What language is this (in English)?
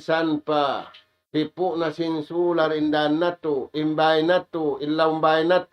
Tausug